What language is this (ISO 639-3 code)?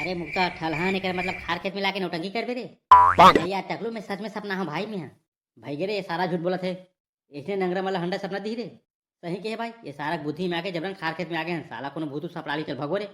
hne